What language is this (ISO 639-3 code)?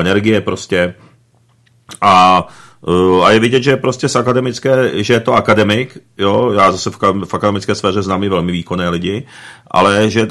ces